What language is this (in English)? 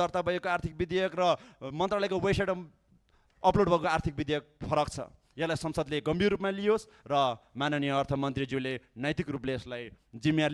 Nepali